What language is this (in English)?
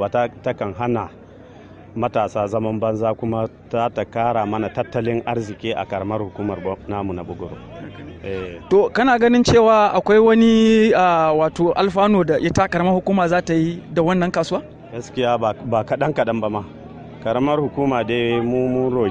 Hausa